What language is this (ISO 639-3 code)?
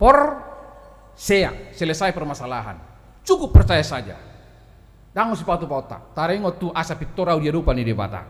bbc